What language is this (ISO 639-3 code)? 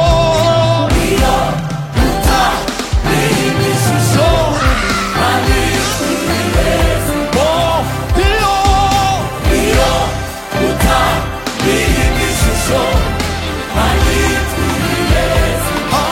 kin